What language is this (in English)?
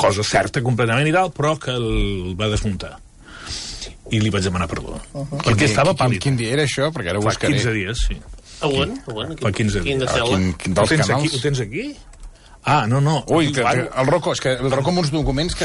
Catalan